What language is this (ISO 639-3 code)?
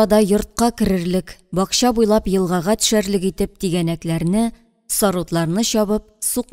tat